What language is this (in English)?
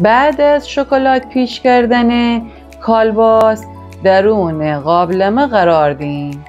Gilaki